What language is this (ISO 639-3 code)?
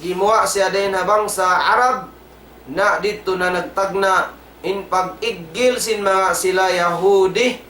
tsg